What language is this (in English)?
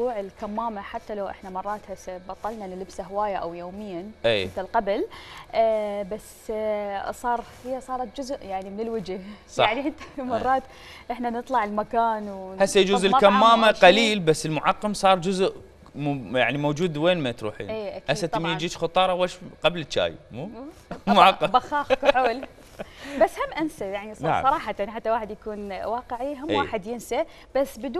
Mesopotamian Arabic